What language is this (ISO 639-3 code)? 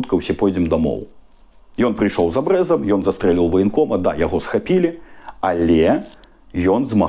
bel